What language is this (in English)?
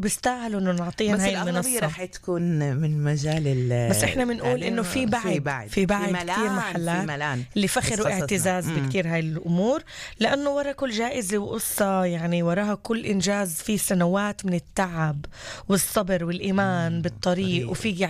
North Levantine Arabic